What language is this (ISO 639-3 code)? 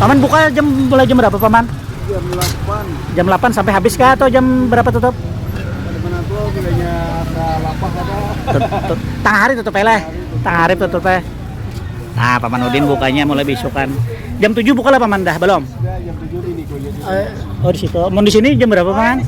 bjn